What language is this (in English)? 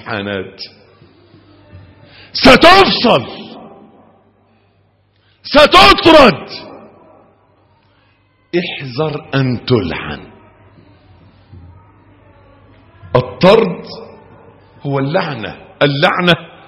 Arabic